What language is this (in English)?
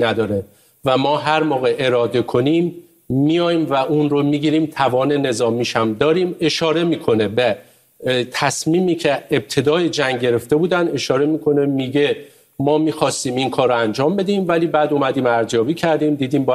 Persian